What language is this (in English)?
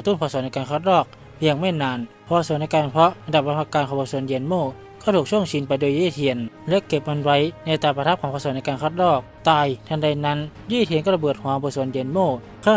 Thai